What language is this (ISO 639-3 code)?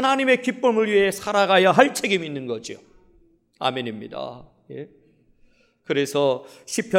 kor